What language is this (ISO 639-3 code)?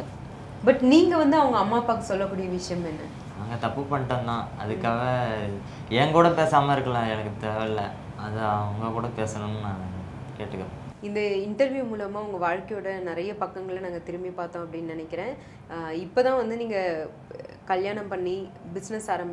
tam